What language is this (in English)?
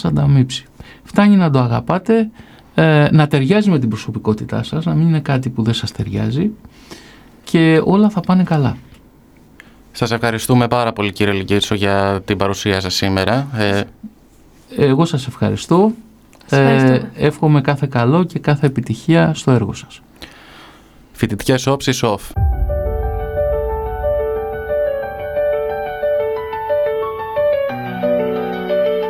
Greek